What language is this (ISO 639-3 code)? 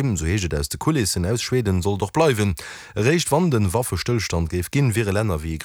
ltz